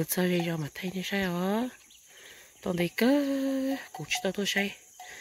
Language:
Hmong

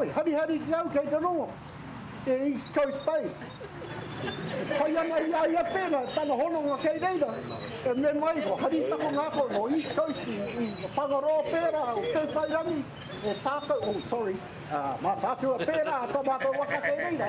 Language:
Māori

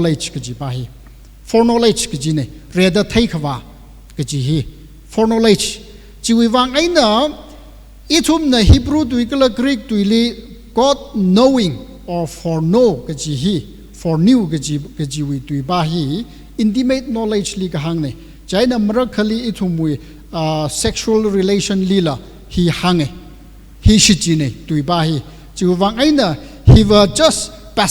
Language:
Tangkhul Naga (India)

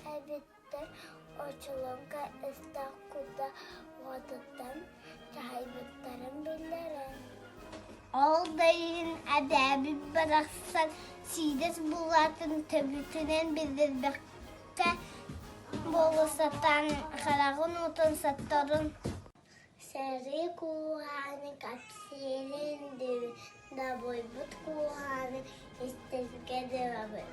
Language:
Yakut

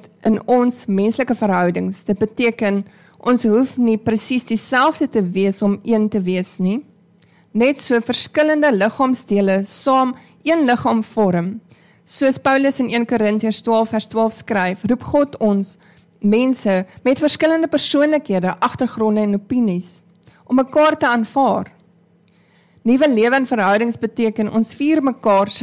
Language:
Afrikaans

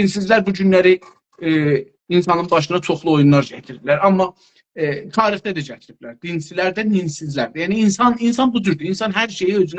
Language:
South Azerbaijani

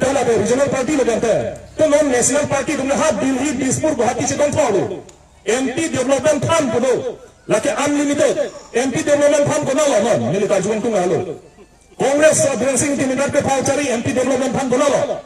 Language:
Karbi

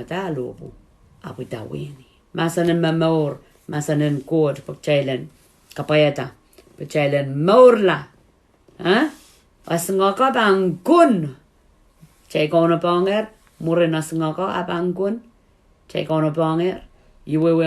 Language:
Pohnpeian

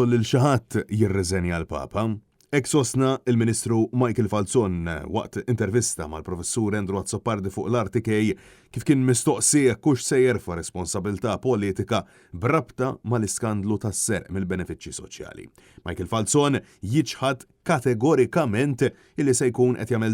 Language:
Maltese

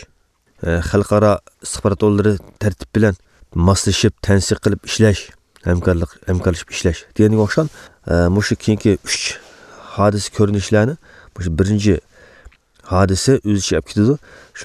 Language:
Uyghur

